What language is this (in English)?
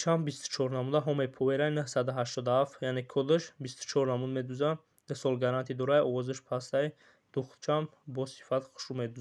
Tajik